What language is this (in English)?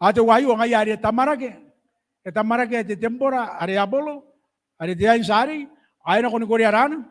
Gilbertese